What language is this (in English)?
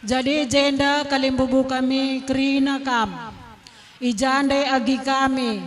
Batak Karo